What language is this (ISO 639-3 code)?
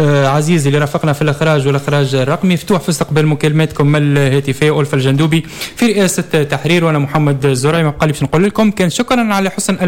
aeb